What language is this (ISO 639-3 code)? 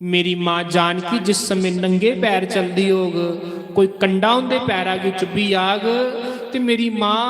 doi